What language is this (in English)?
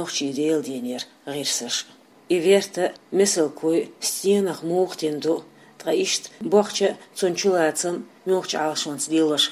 Chechen